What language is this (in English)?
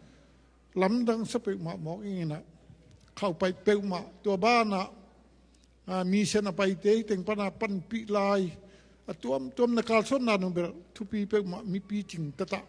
Tedim Chin